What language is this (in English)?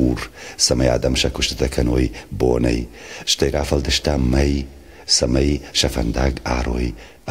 Ossetic